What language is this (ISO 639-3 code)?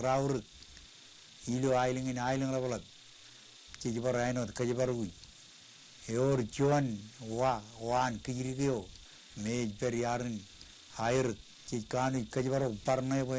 mah